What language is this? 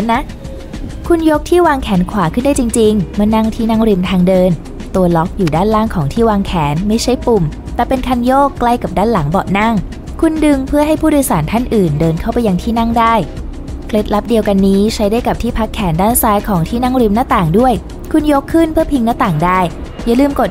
Thai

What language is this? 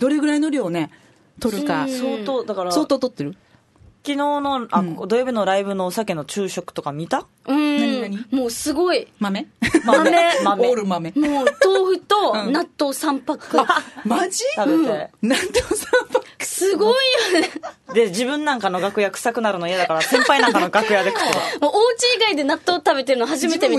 Japanese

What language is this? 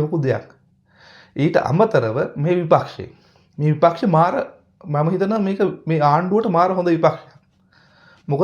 Sinhala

